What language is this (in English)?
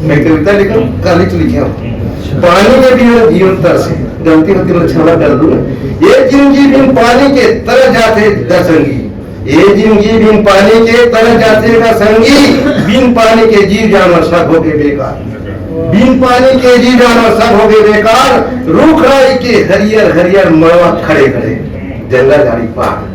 Chhattisgarhi